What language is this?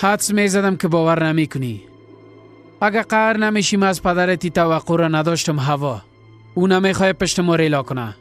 Persian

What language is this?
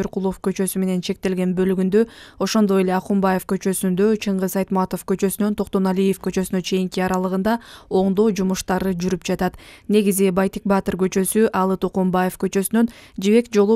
Kyrgyz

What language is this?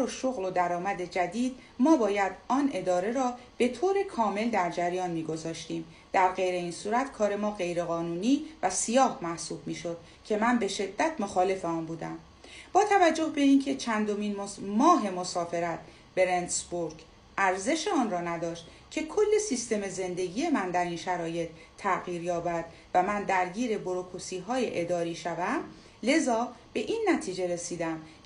Persian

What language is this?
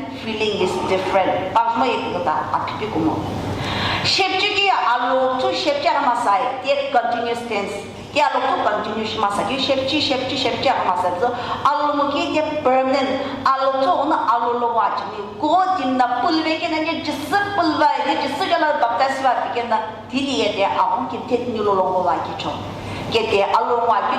Sumi Naga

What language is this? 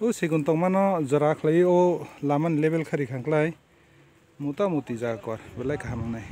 Kok Borok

